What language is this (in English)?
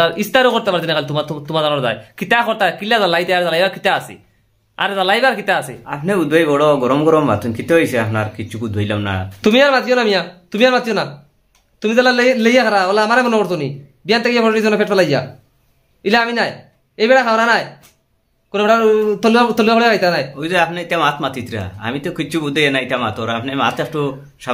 Sylheti